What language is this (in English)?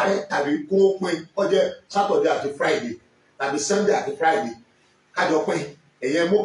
Yoruba